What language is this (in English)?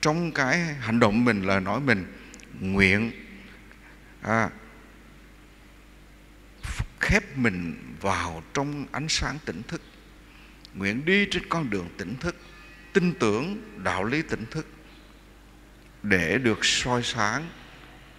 Vietnamese